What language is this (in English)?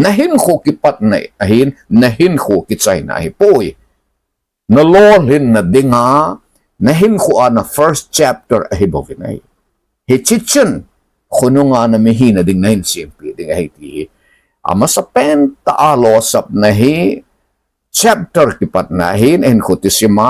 Thado Chin